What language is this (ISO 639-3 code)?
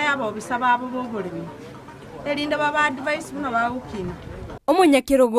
guz